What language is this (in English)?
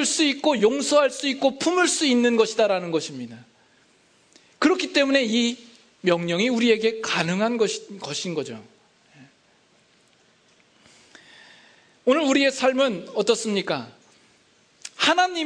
Korean